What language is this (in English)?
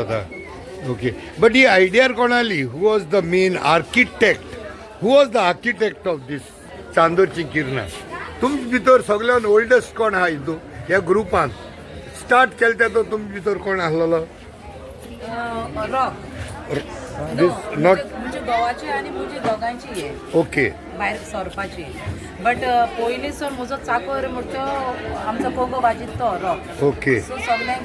Konkani